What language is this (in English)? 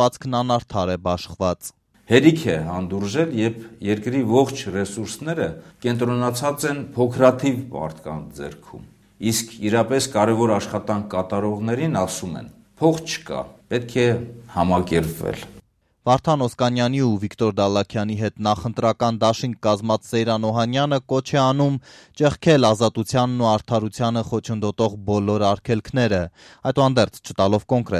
Armenian